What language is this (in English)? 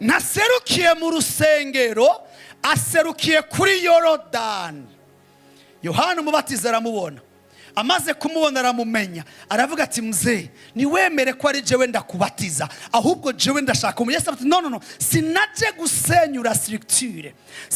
Rundi